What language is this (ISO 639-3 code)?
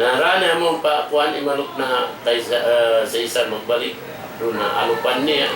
tsg